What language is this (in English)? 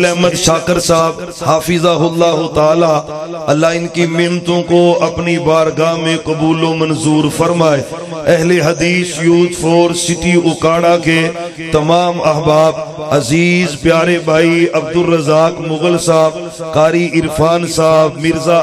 Urdu